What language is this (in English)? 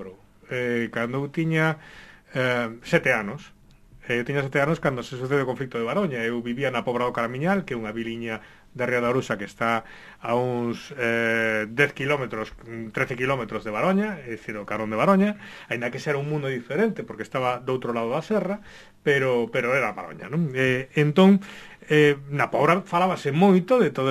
Galician